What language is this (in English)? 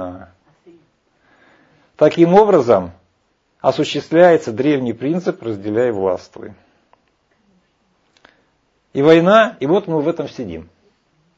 Russian